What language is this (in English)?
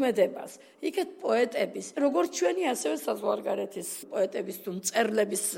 Georgian